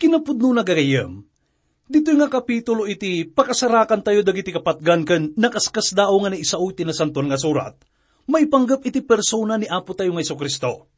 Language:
Iloko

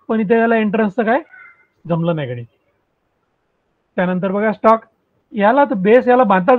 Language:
Marathi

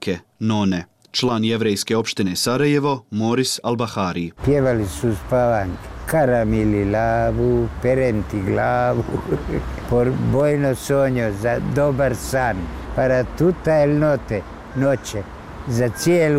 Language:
Bosnian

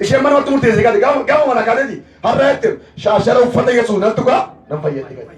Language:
Oromo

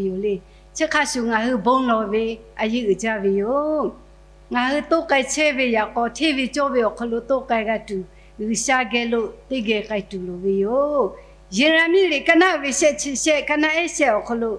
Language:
Lahu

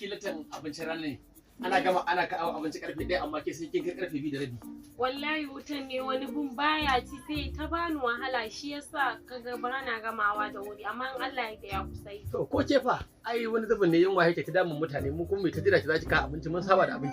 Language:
Hausa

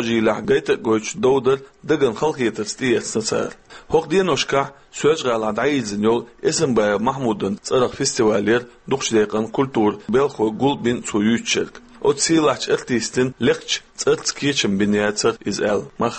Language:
Chechen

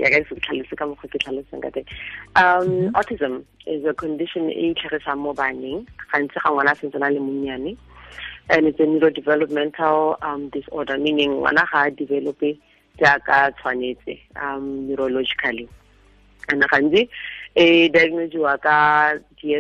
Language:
Tswana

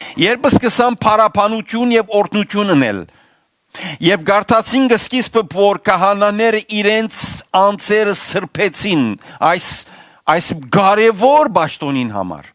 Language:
Western Armenian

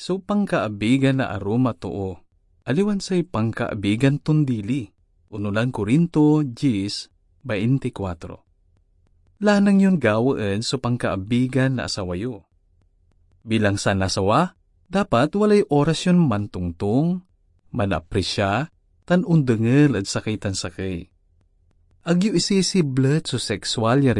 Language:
Pangasinan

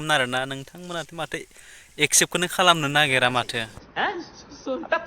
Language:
Bodo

